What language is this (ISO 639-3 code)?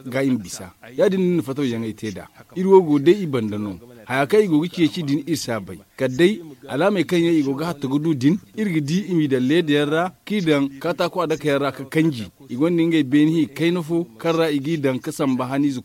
dje